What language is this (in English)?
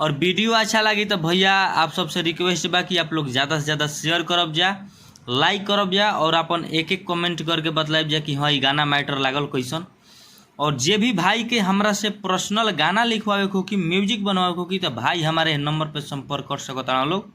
Bhojpuri